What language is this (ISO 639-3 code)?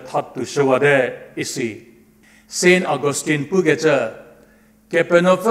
njm